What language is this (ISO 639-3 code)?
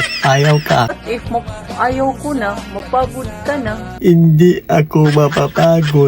hil